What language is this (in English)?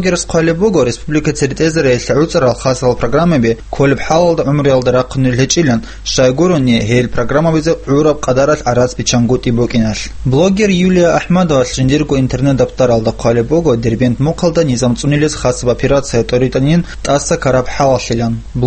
Avaric